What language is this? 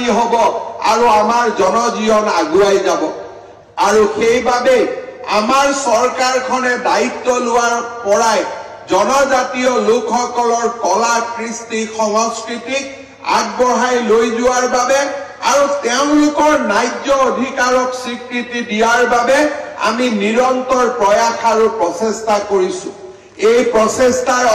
Assamese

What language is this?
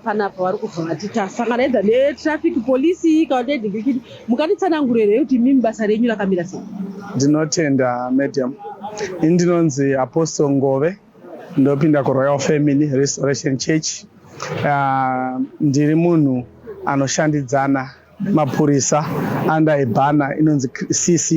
Shona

